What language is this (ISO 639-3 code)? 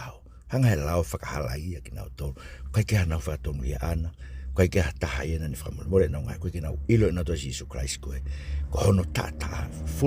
ton